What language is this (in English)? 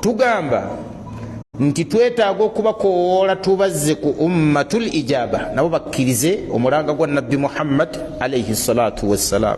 Ganda